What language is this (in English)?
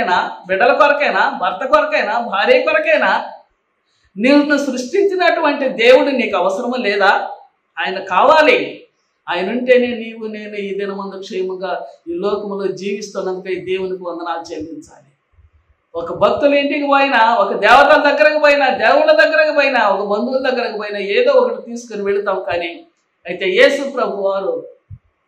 Telugu